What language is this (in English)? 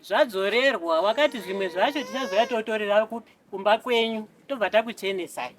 Shona